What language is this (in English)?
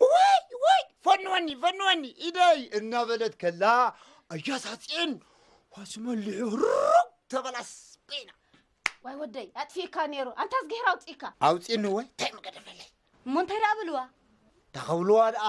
Tigrinya